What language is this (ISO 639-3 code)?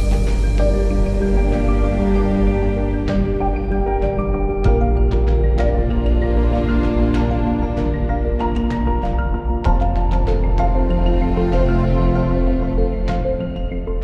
kal